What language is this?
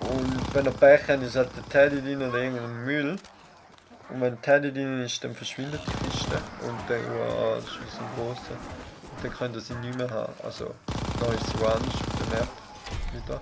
Swiss German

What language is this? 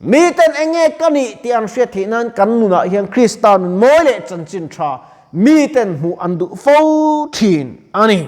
Mizo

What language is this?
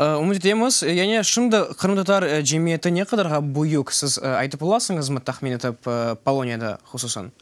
Crimean Tatar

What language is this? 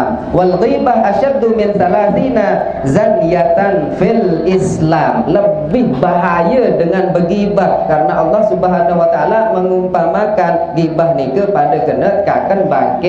Sasak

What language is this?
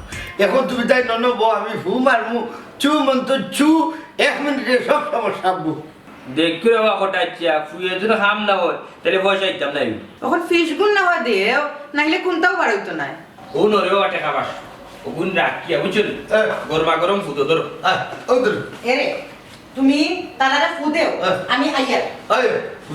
Sylheti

